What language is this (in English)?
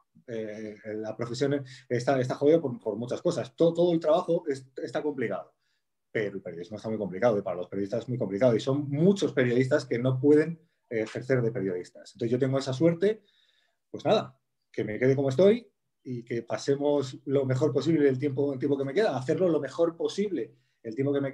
Spanish